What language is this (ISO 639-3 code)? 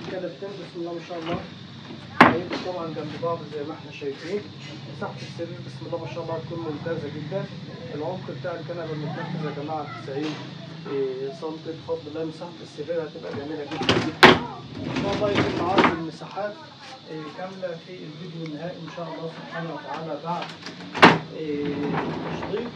arz